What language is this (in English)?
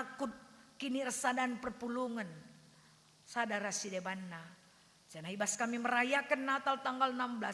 Batak Karo